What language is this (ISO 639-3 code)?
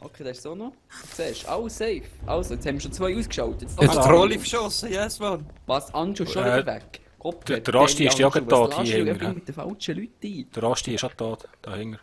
gsw